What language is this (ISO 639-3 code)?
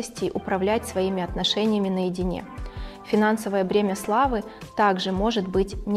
rus